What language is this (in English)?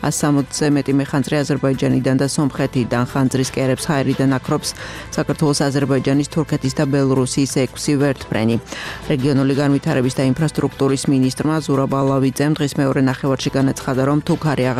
Georgian